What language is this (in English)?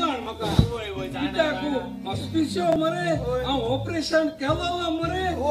Konkani